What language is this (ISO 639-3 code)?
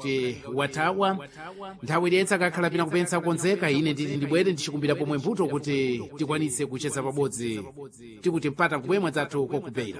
seh